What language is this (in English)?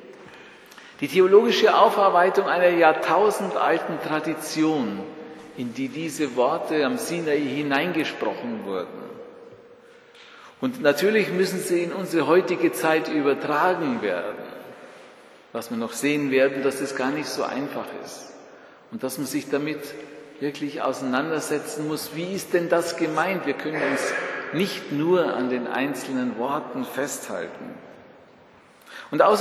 German